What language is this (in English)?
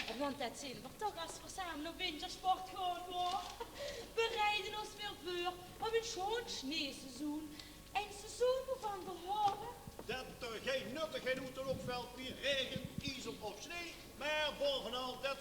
Limburgish